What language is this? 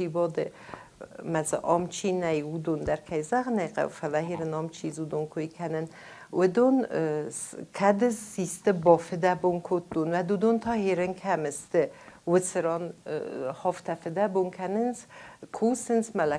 Ossetic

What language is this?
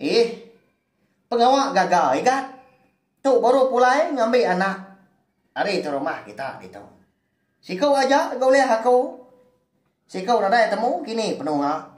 Iban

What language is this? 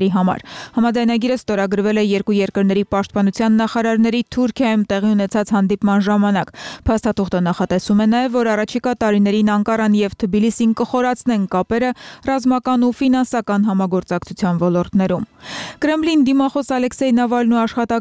Armenian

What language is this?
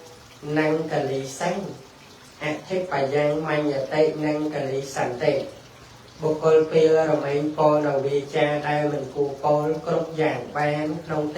Khmer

